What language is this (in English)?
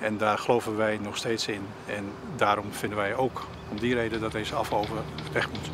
Western Frisian